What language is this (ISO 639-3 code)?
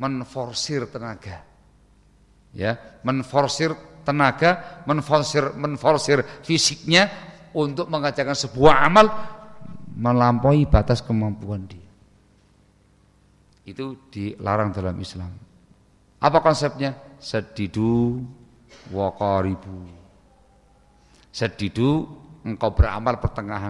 ind